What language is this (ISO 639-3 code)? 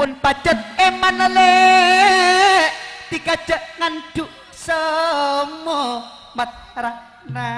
mad